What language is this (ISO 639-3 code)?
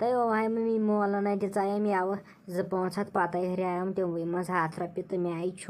kas